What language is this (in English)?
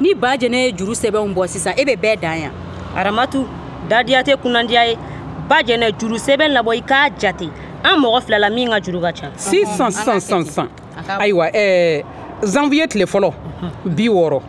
Bambara